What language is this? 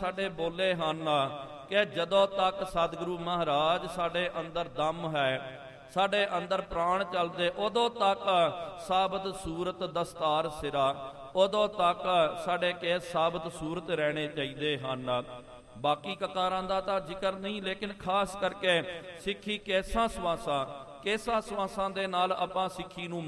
Punjabi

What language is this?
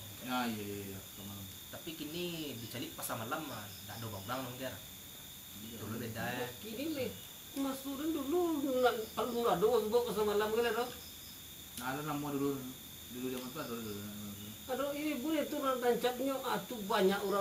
Minangkabau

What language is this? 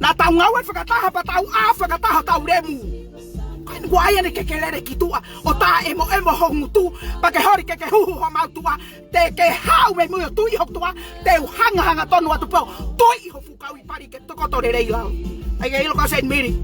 Tongan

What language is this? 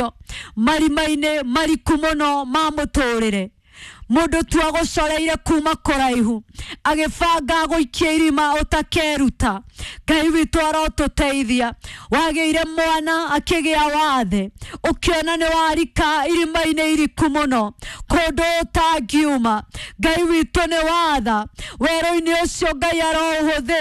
Kikuyu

